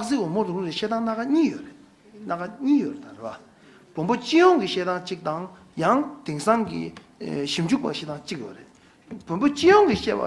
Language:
Tibetan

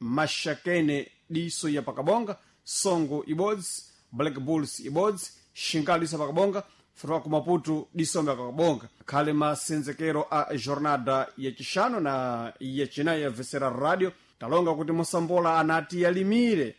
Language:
Sena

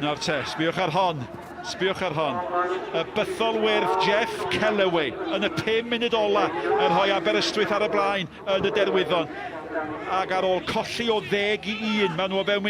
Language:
Welsh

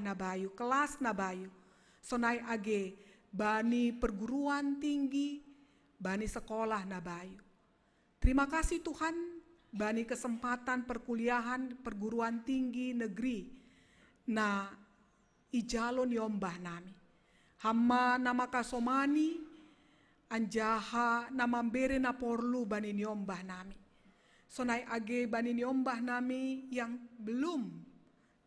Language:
Batak Simalungun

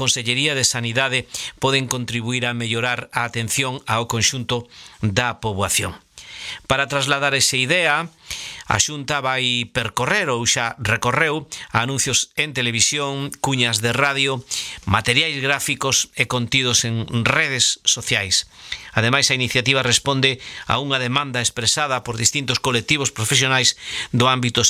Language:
Galician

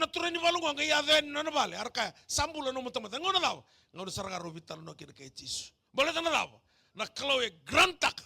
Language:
Fijian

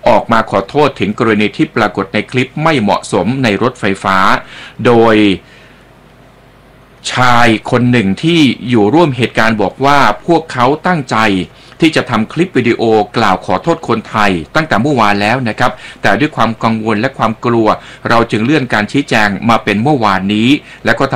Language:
Thai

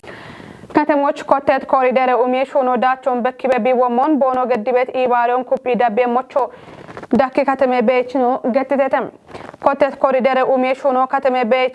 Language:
Kafa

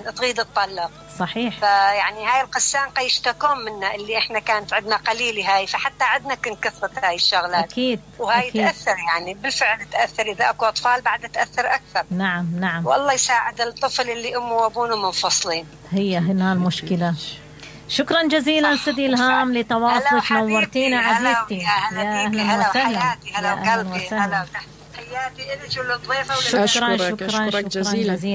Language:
Mesopotamian Arabic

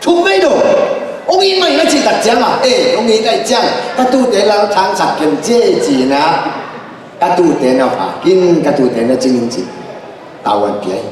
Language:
Tedim Chin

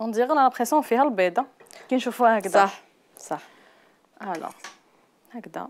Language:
Algerian Arabic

